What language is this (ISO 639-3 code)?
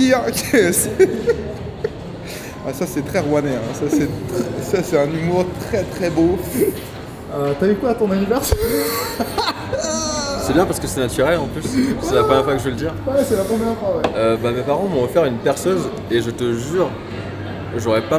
fra